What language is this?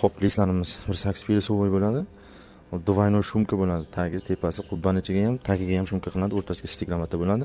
Uzbek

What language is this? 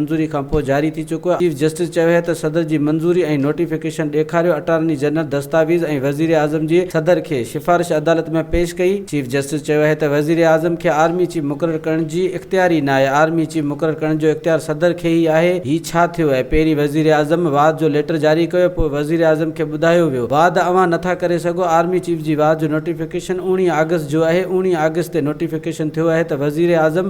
Sindhi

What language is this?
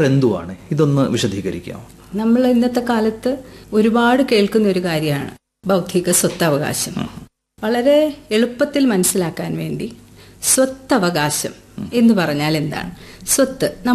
Malayalam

